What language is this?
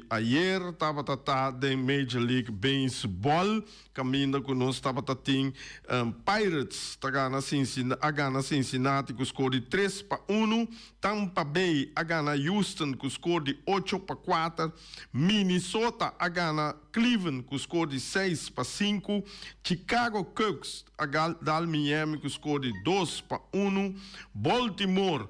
Papiamento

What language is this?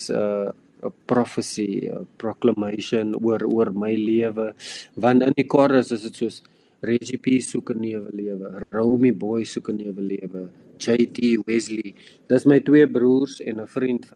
Afrikaans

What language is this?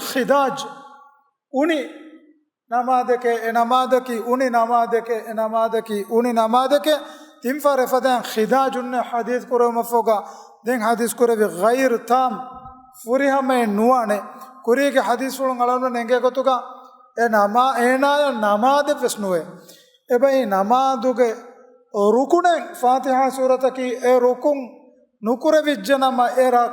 Divehi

